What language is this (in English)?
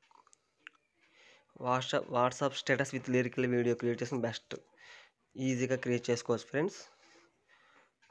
Telugu